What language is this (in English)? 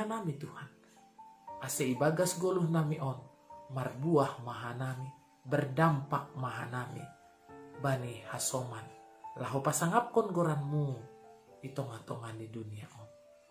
Batak Simalungun